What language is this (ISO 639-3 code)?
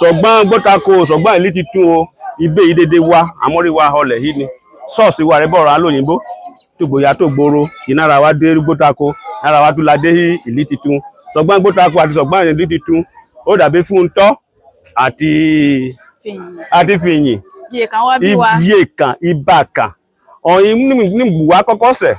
yor